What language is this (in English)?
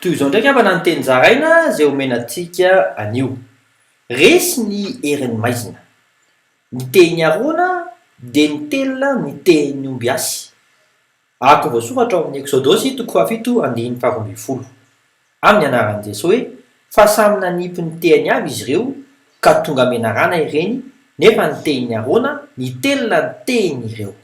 Malagasy